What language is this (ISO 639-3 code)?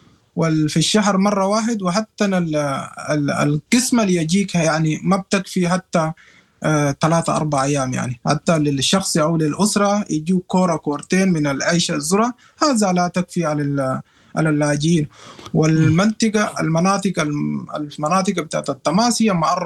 apd